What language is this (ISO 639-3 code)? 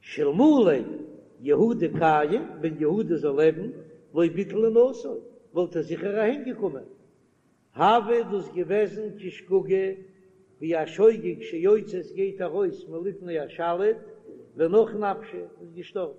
yid